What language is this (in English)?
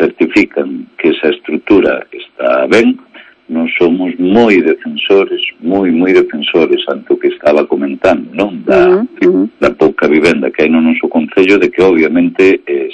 Galician